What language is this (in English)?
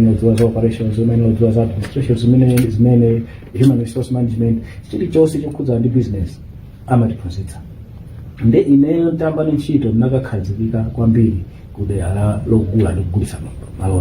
Nyanja